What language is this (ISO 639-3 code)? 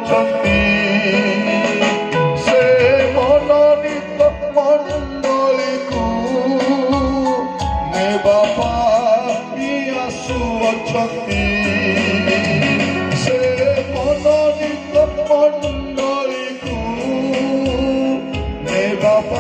ori